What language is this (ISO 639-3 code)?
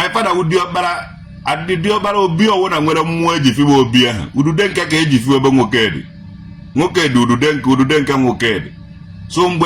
ibo